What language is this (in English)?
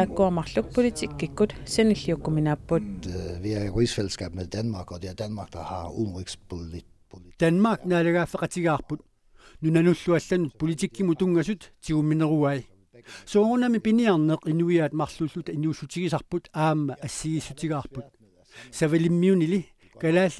Kalaallisut